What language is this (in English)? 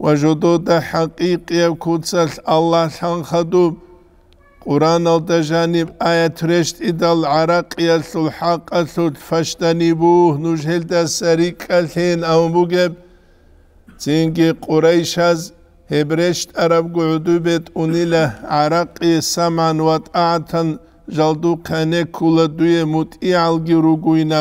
Avaric